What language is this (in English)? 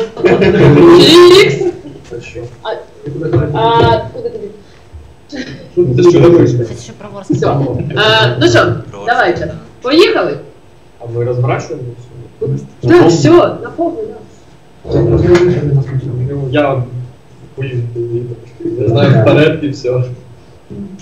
Ukrainian